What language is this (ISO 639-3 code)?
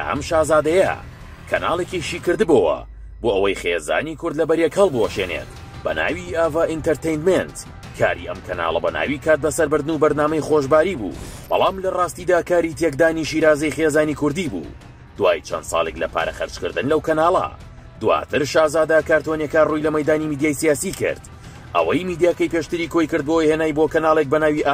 ckb